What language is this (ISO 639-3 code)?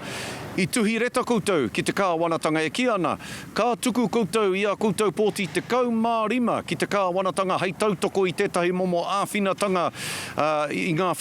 mri